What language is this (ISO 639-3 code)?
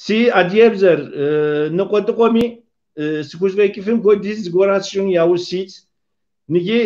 kbd